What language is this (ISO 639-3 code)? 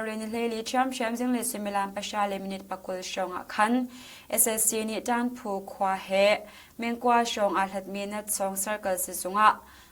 cnh